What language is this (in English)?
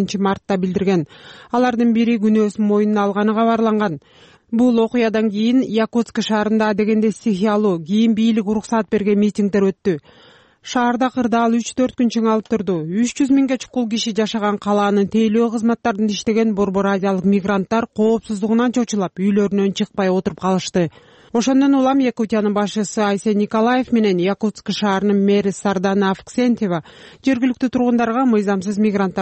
Kyrgyz